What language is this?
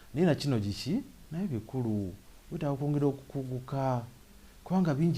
Ganda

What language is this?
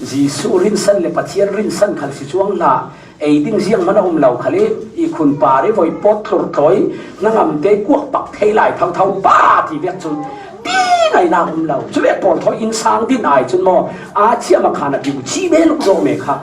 Falam Chin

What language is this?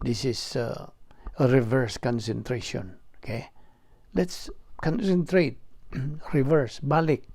Cebuano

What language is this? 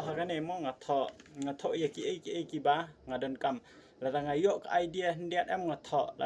Khasi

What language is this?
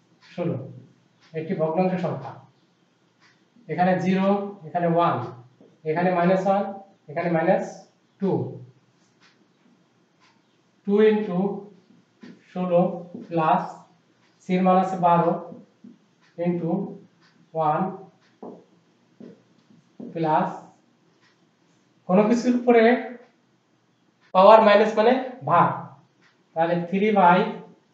Bangla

